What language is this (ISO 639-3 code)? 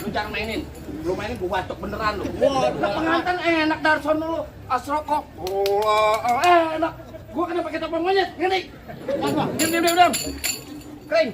bew